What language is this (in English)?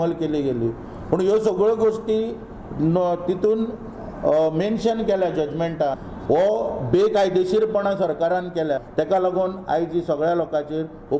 Konkani